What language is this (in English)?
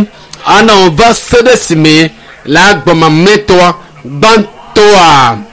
Ewe